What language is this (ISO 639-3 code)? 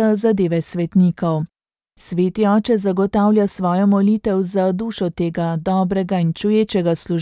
slv